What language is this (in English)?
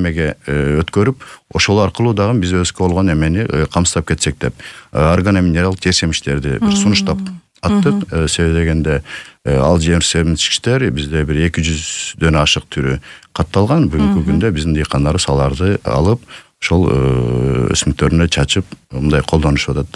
Kyrgyz